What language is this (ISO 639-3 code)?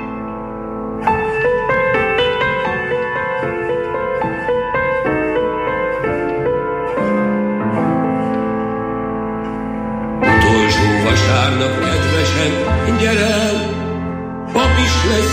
hun